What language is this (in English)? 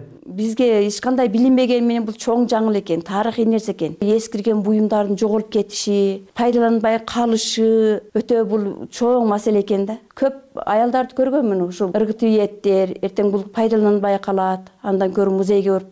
Kyrgyz